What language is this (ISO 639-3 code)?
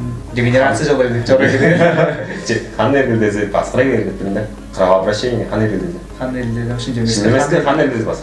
tyv